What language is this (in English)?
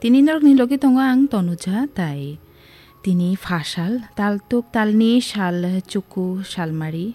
Kok Borok